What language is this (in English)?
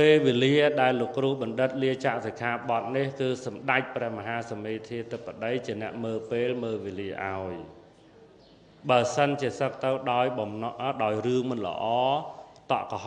Khmer